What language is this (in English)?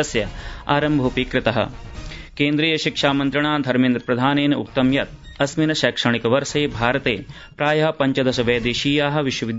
Sanskrit